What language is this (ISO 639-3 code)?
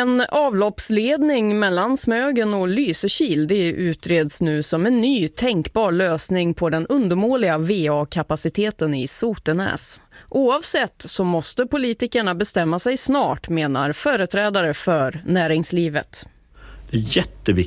swe